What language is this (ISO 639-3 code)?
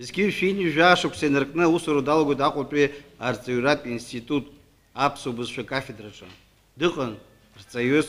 abk